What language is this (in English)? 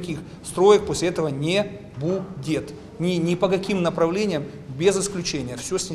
Crimean Tatar